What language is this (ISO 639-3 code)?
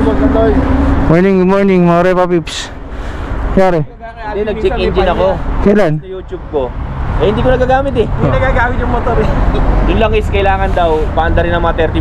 fil